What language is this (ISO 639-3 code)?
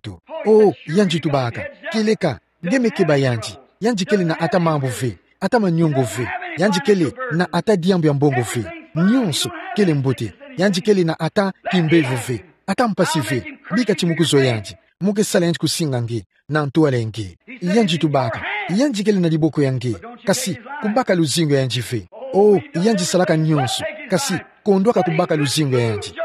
ktu